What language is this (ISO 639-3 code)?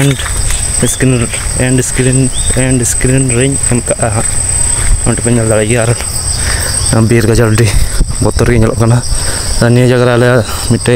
sat